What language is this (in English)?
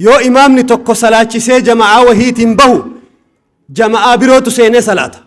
Oromo